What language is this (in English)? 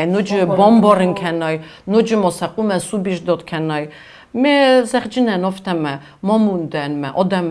Ossetic